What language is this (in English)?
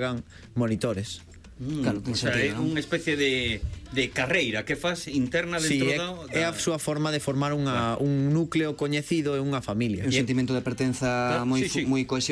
Galician